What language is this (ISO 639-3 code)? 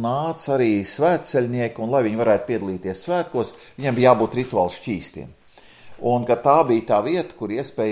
lav